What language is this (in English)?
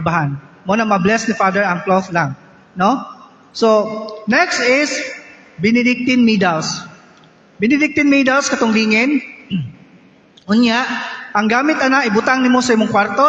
Cebuano